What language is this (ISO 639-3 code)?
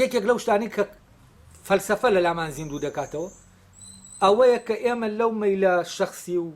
ckb